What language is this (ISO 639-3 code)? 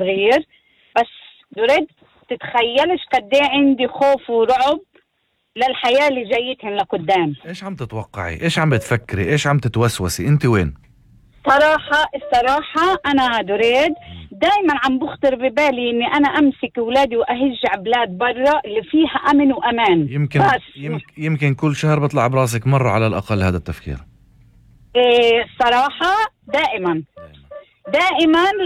apc